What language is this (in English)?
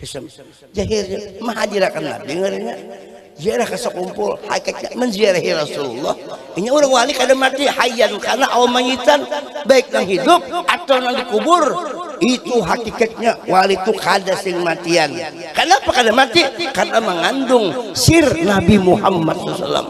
Banjar